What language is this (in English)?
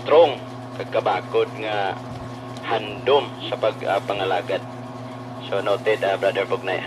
Hiligaynon